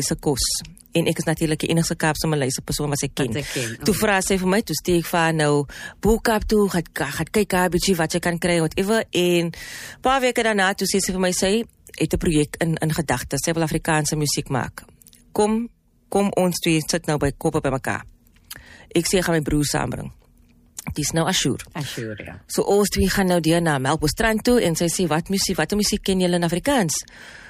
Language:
Afrikaans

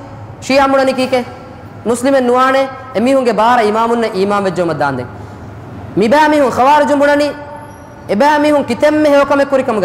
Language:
Divehi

